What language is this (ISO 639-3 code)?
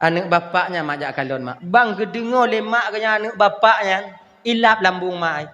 ace